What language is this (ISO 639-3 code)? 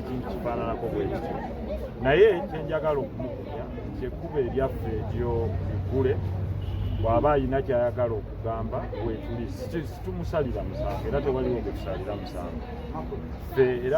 lug